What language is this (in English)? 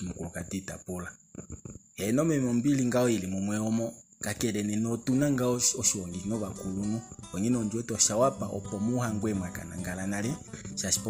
Kuanyama